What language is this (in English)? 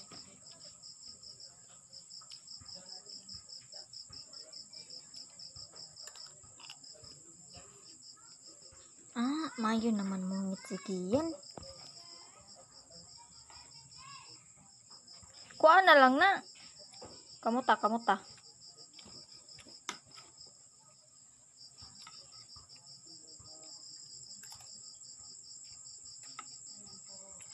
Filipino